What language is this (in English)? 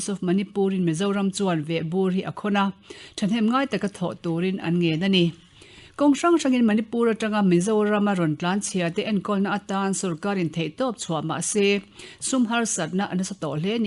Mizo